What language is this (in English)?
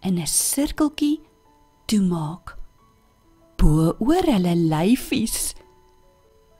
Afrikaans